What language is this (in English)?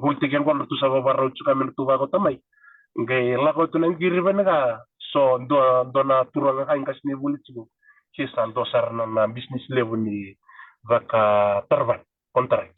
Fijian